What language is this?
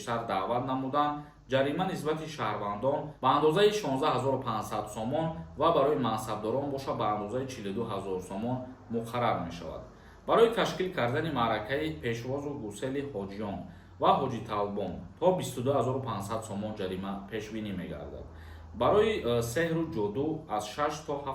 Tajik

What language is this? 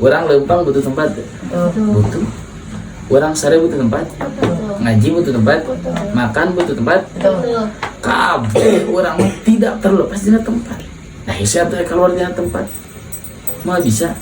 Sundanese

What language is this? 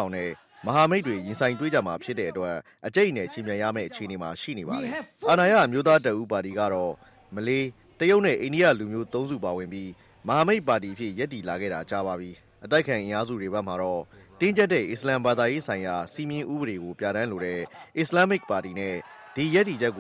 Burmese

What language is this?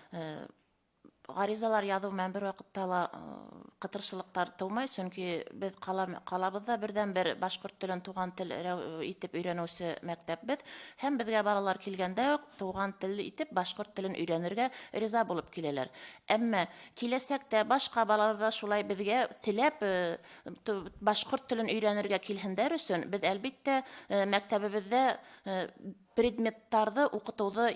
Bashkir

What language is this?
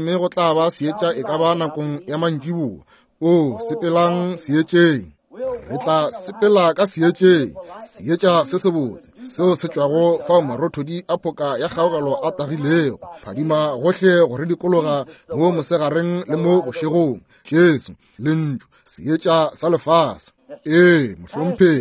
Northern Sotho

